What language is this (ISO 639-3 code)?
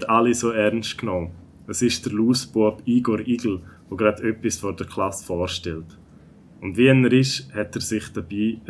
gsw